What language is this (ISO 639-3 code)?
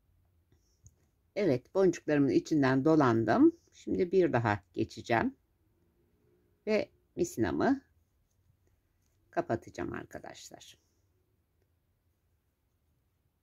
tur